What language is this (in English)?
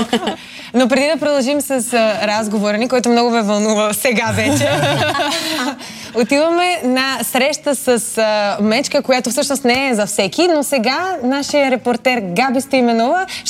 Bulgarian